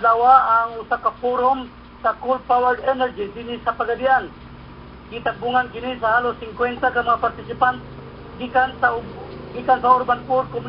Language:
Cebuano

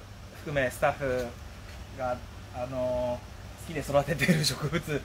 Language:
Japanese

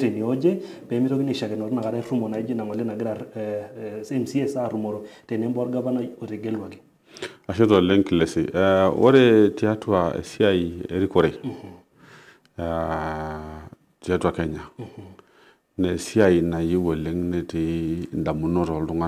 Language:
Masai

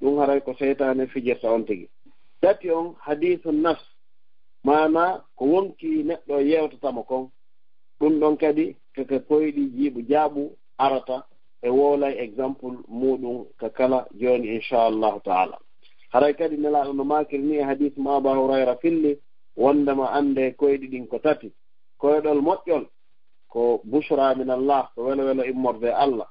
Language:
Fula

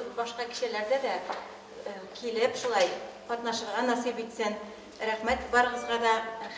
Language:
Tatar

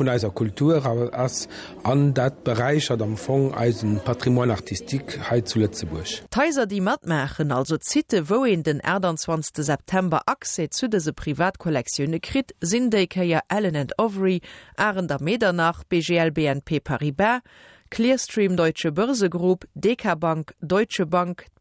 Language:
Luxembourgish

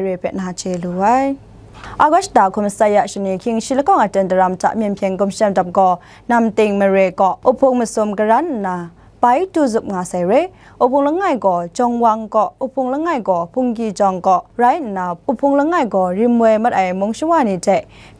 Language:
Kachin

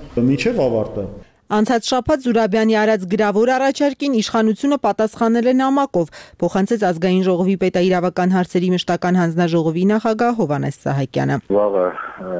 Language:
Armenian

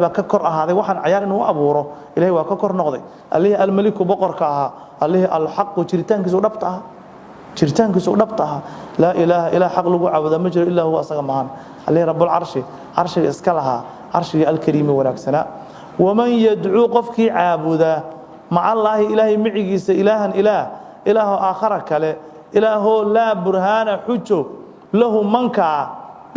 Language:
Somali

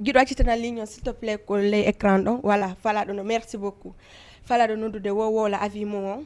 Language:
Fula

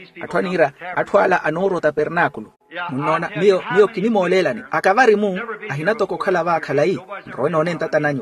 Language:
Makhuwa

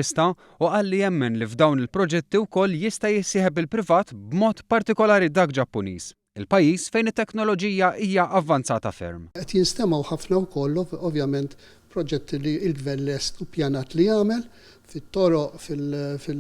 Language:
Maltese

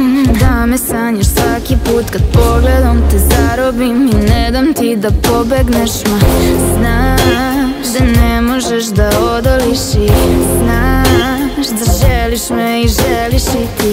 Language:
Serbian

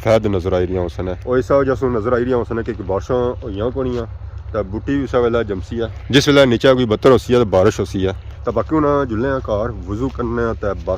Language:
Pahari-Potwari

